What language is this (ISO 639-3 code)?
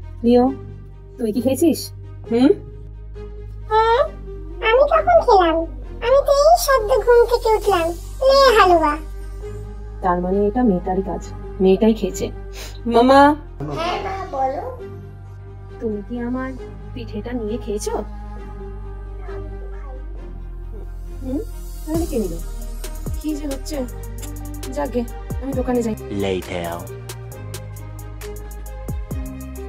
ben